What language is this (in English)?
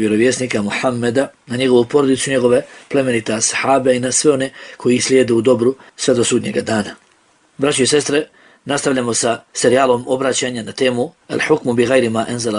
Bosnian